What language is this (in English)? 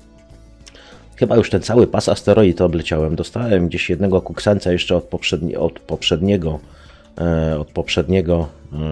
Polish